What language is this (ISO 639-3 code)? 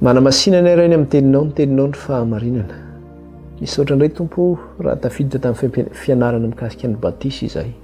mlg